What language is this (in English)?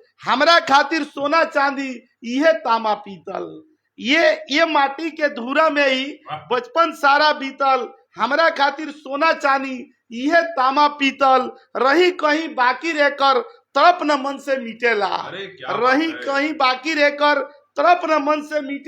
Bhojpuri